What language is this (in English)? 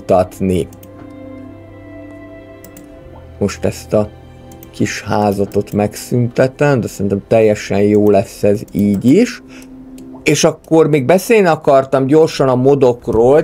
Hungarian